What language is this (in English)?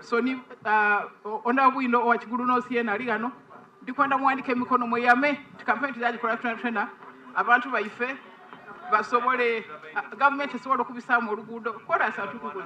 Soga